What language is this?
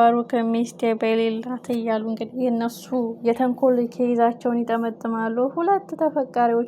Amharic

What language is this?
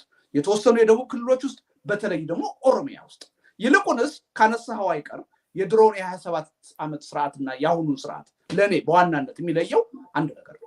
Amharic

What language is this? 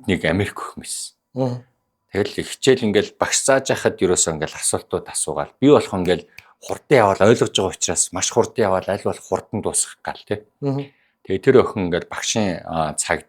Mongolian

